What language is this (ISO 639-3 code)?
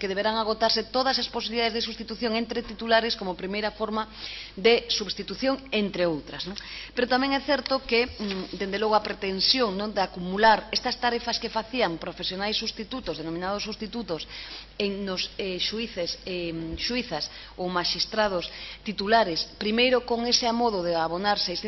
glg